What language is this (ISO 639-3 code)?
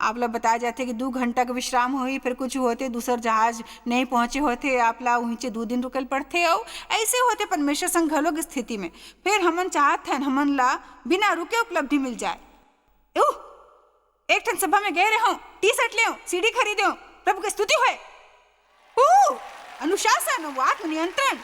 hne